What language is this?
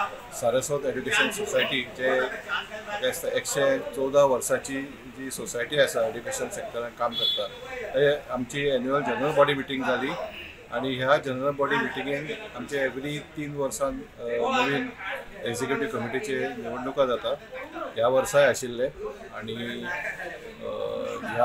Konkani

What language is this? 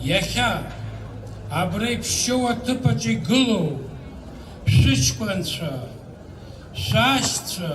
Abkhazian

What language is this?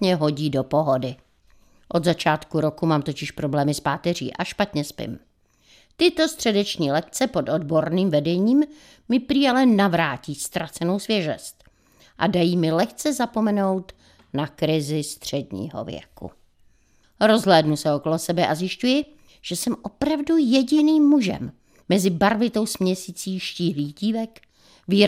Czech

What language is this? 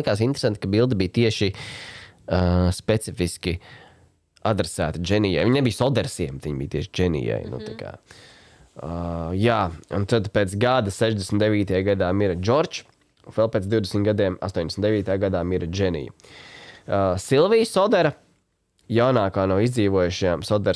Latvian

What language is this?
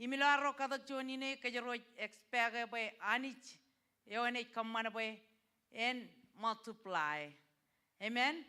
Marshallese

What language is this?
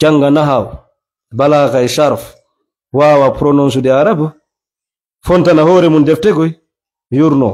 Fula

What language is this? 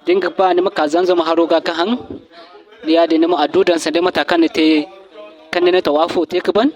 Zarma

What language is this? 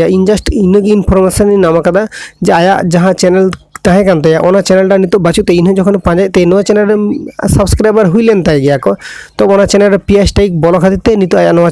Santali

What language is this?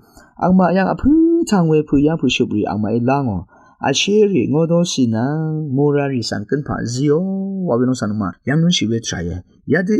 Rawang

